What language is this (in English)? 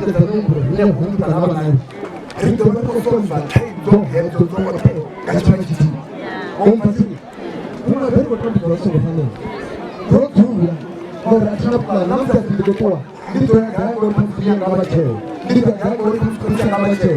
Venda